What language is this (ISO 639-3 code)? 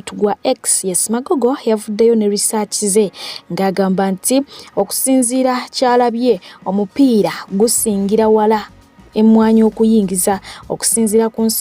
lug